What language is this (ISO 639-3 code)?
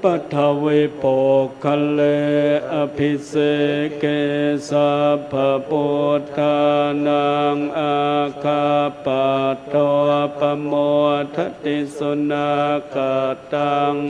pli